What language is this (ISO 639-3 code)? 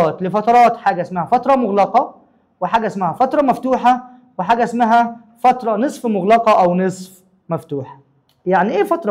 arz